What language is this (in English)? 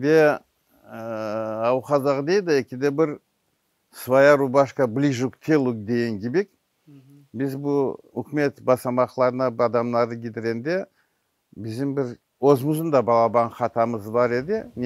Crimean Tatar